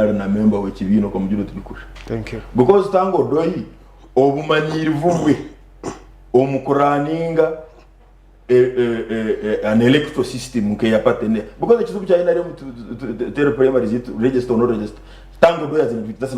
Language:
Nyankole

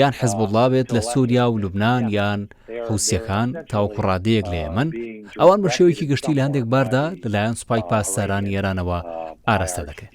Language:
Central Kurdish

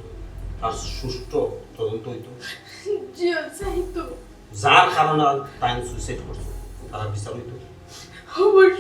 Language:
Sylheti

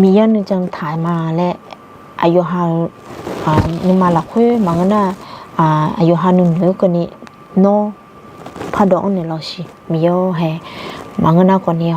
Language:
Akha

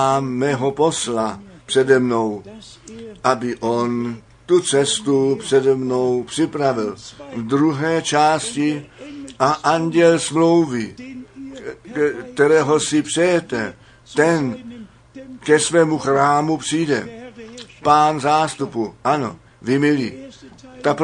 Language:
Czech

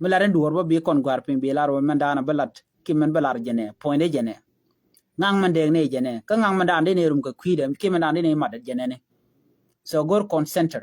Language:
Nuer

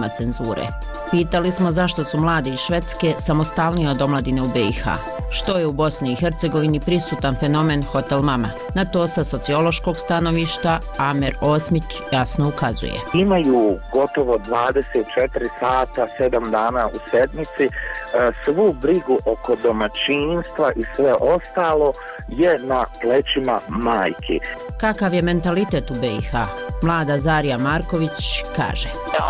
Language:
Bosnian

